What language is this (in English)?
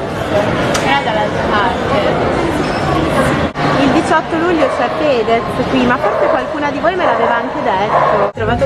Italian